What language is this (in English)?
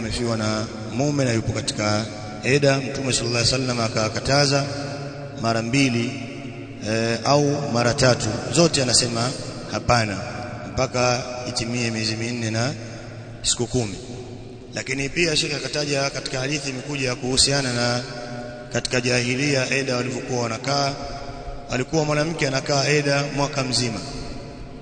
Swahili